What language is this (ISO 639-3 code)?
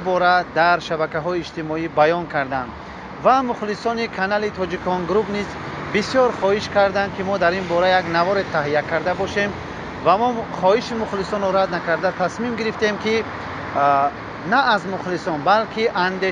tgk